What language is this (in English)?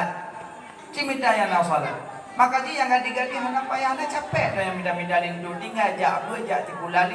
Achinese